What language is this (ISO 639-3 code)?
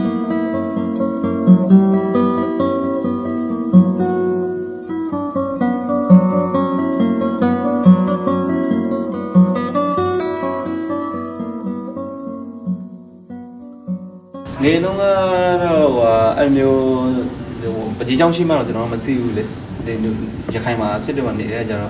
mya